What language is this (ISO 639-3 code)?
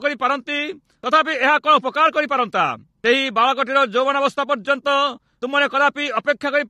ori